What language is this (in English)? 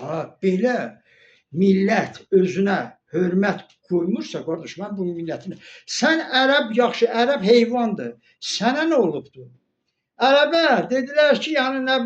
Azerbaijani